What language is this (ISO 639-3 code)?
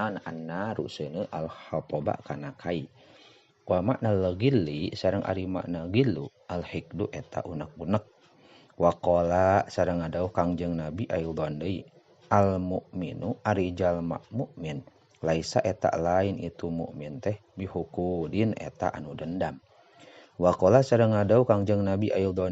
sun